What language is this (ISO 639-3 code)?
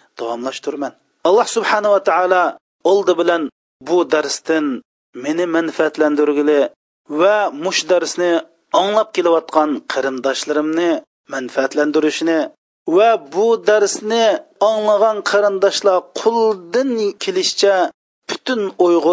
uig